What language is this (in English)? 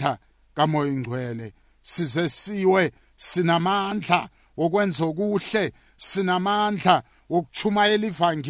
South Ndebele